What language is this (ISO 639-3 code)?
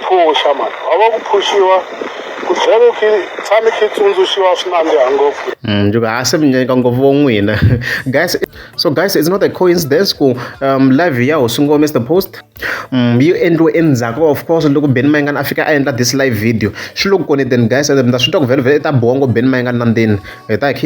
tso